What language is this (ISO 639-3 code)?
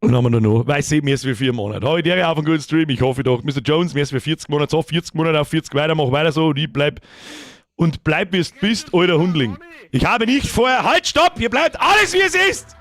bar